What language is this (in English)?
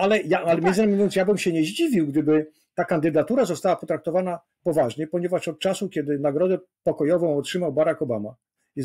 Polish